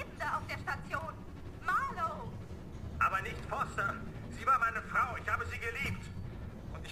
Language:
Bavarian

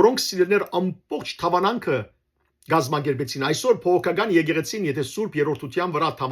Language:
Western Armenian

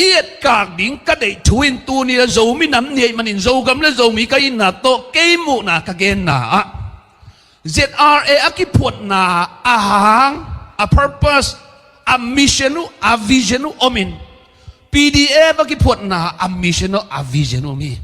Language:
Tedim Chin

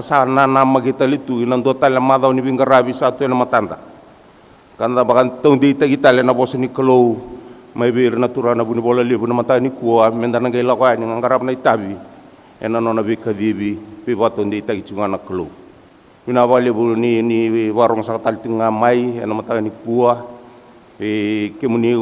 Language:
Fijian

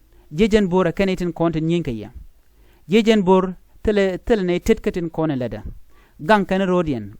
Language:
Nuer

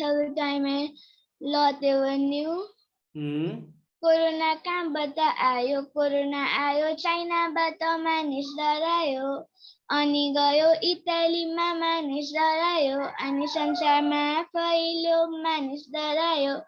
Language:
Newari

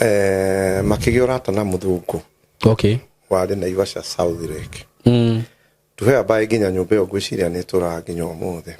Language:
Kikuyu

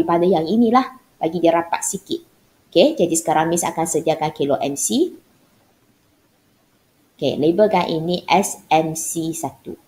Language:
Malay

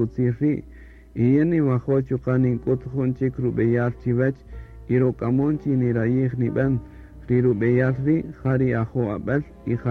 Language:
Kaqchikel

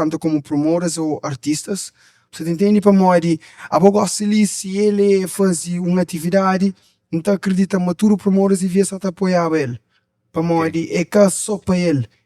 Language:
Kabuverdianu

